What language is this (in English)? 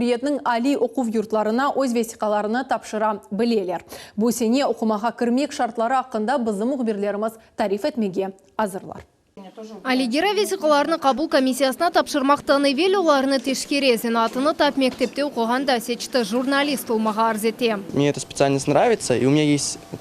Crimean Tatar